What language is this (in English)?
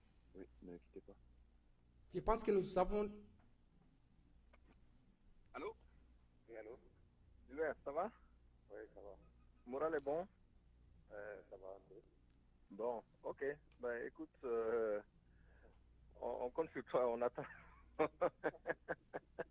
French